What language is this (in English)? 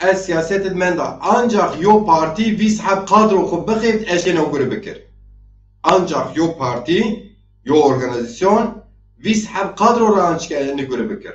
Zaza